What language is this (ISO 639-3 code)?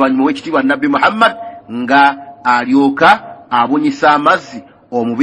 lug